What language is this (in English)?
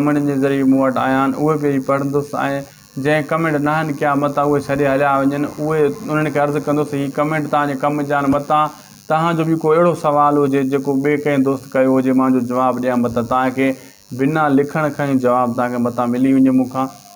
Sindhi